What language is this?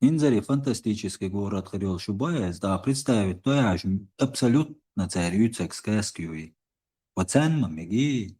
Chechen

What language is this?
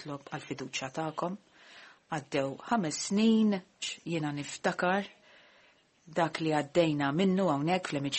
Maltese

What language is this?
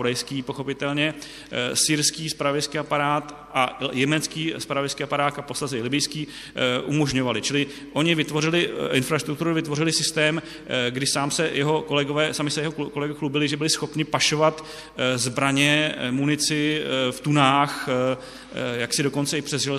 Czech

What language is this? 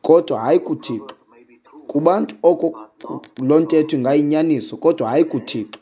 Xhosa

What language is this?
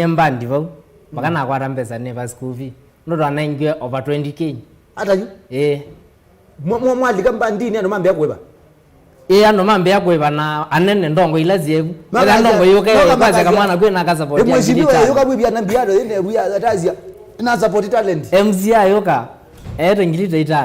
Kamba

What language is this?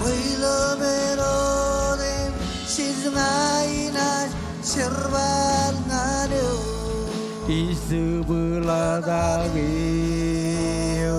Marshallese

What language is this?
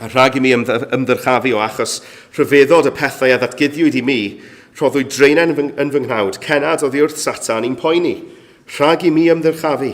Welsh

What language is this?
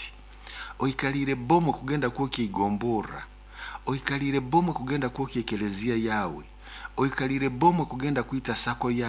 Nyoro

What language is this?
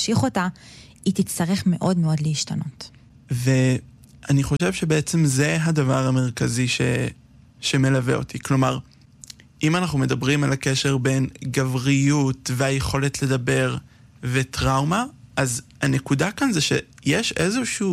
Hebrew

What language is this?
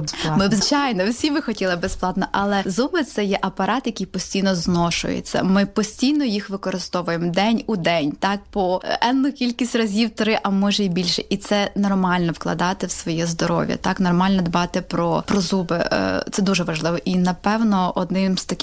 Ukrainian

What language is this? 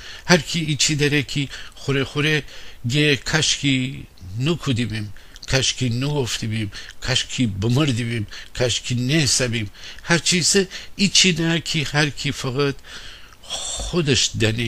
Gilaki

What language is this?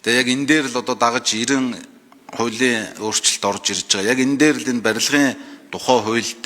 Mongolian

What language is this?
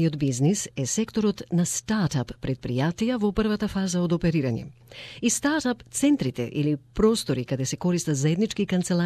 Macedonian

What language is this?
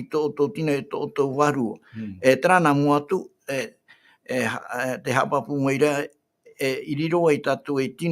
Tahitian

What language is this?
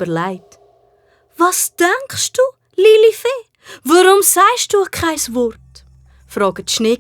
Swiss German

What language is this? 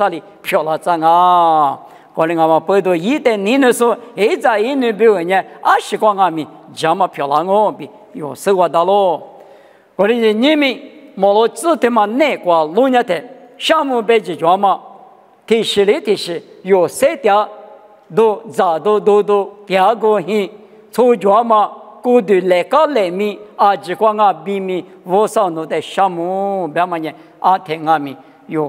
Lisu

